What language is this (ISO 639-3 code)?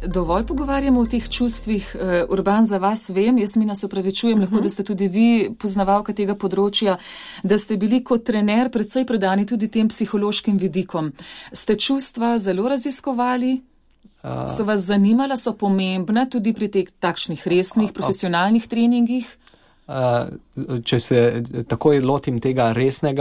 slv